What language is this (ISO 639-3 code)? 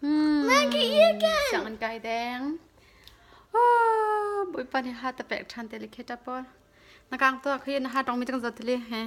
cnh